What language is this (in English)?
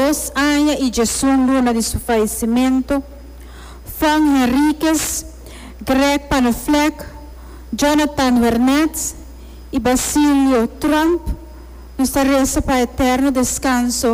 Papiamento